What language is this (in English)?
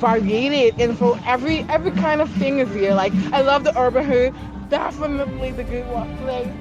Papiamento